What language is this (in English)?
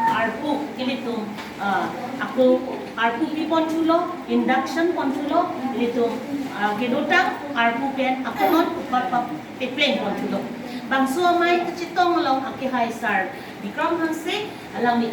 Karbi